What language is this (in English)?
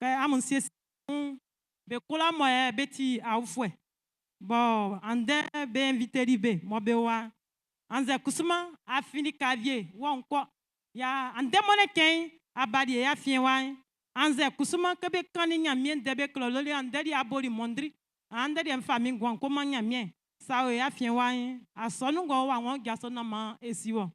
Baoulé